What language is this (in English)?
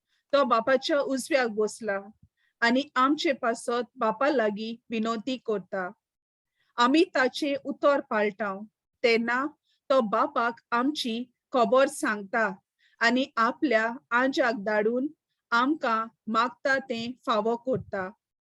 Konkani